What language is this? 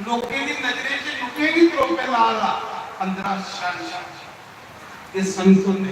Dogri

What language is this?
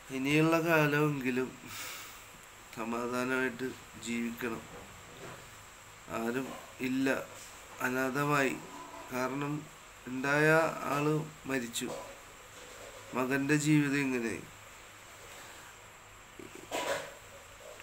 Malayalam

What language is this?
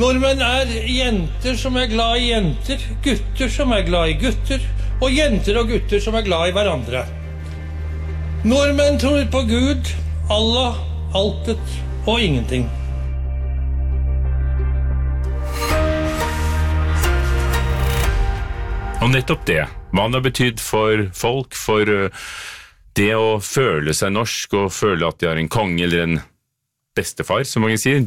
Norwegian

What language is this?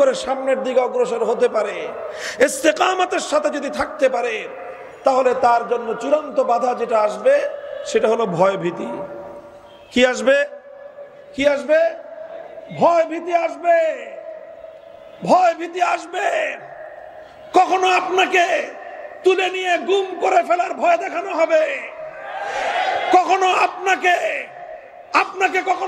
Bangla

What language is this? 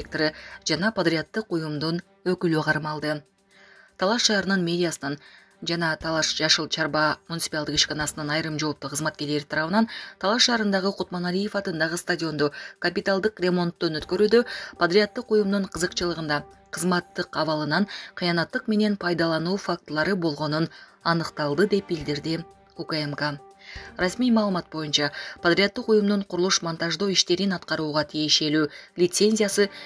Kyrgyz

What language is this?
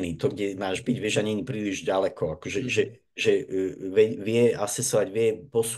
Slovak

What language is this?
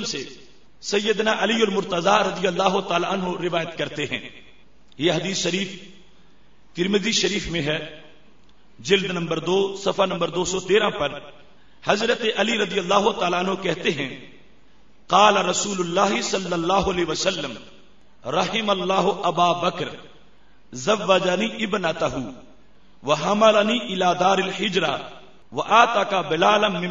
Urdu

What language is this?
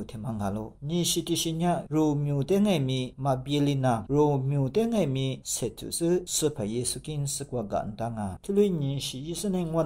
Lisu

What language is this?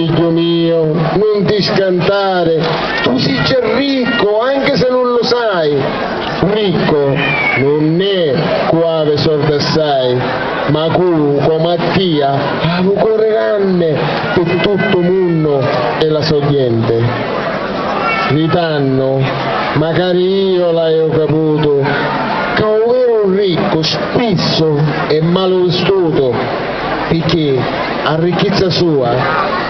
Sicilian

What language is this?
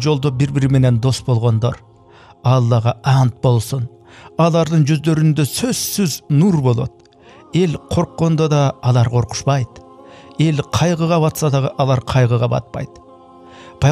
Kyrgyz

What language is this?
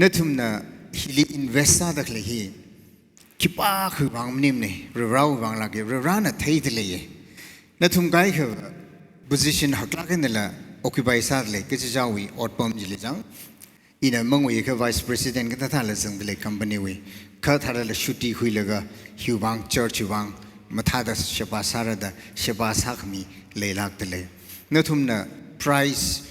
Tangkhul Naga (India)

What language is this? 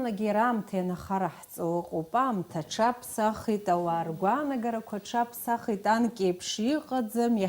Abkhazian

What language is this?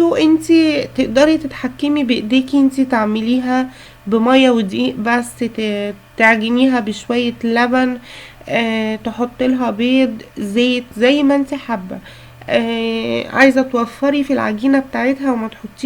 Egyptian Arabic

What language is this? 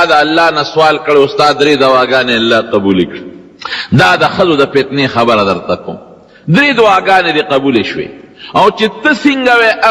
Pashto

